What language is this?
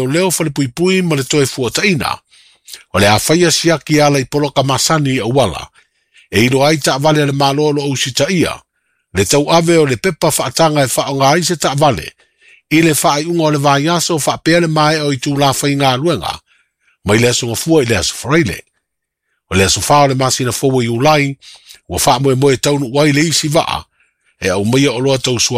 Samoan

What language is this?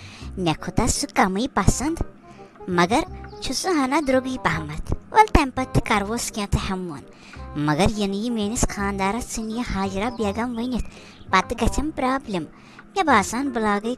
Kashmiri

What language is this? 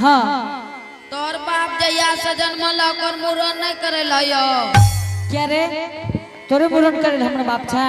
Angika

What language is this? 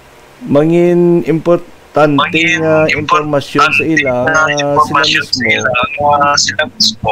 Hiligaynon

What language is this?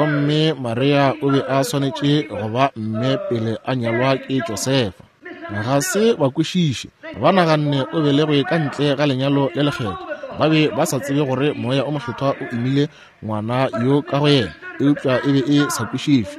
Northern Sotho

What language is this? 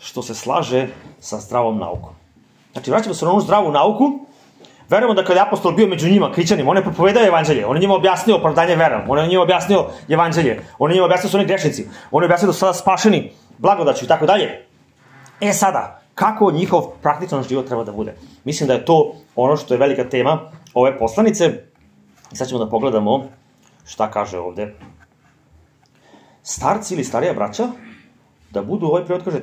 Serbian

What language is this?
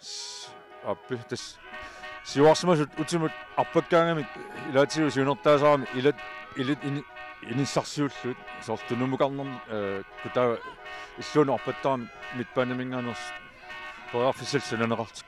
Kalaallisut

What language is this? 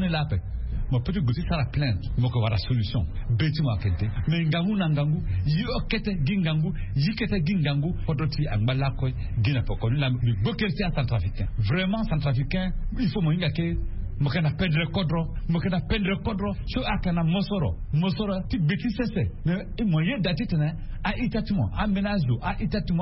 Sango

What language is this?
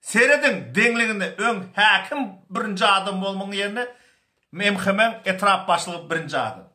Turkmen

